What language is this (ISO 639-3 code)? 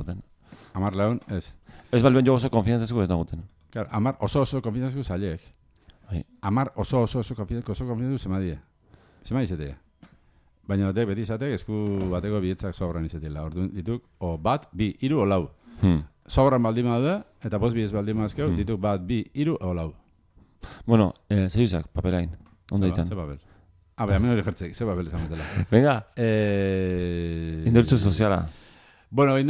eus